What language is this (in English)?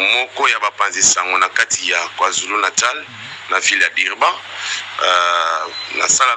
Lingala